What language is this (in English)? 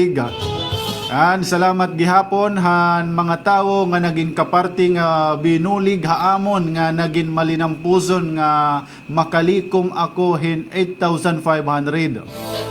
Waray